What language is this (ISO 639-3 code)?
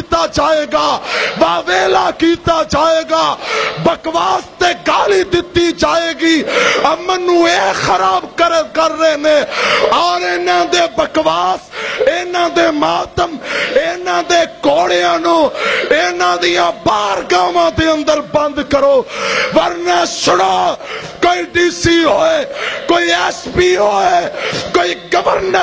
lah